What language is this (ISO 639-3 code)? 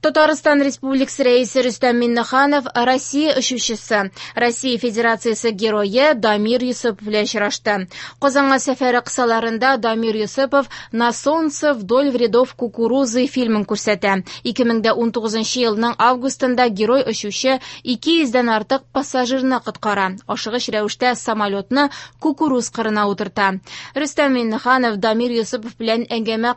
tat